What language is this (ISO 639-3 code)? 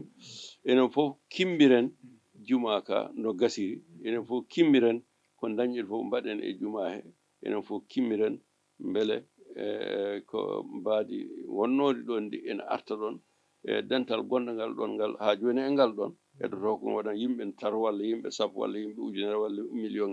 ful